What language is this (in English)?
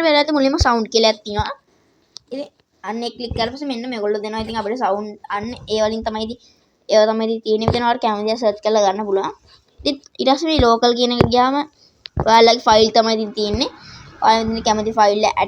Sinhala